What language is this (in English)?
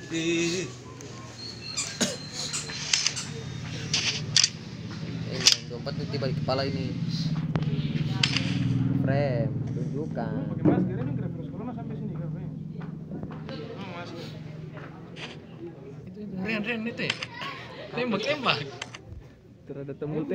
Indonesian